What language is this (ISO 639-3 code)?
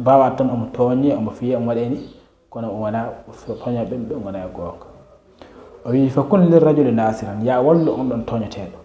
ful